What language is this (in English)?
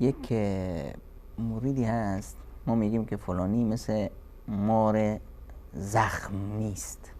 Persian